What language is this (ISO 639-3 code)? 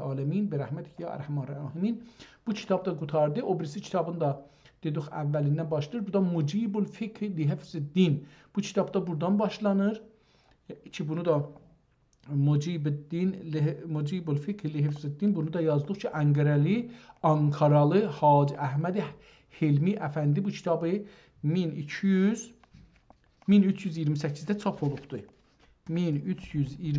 azb